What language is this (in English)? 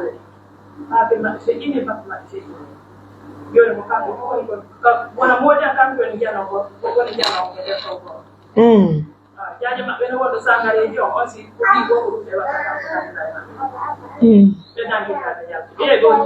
Pular